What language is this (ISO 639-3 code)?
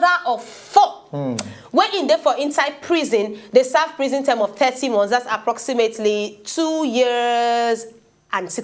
pcm